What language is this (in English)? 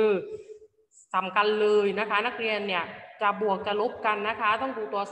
Thai